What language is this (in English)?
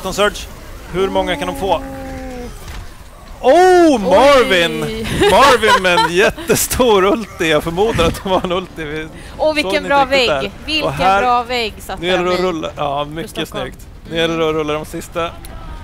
Swedish